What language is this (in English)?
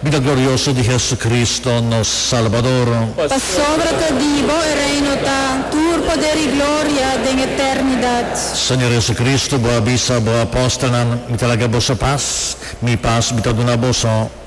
Papiamento